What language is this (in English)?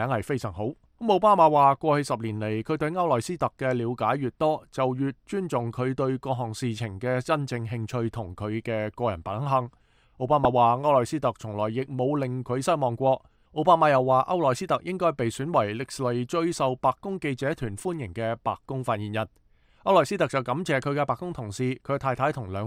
Cantonese